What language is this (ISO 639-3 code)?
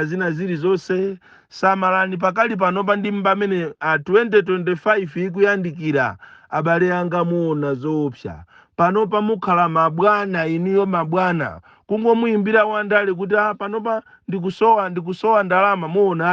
nya